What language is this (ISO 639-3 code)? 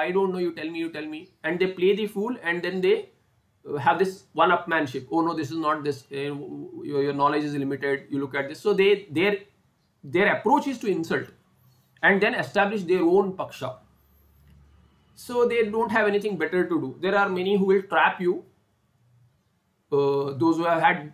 eng